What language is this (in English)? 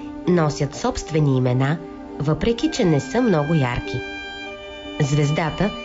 Bulgarian